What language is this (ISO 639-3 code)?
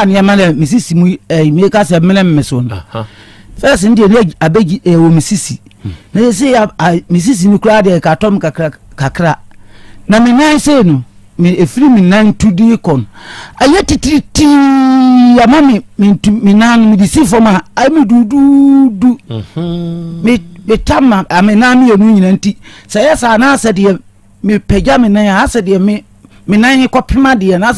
aka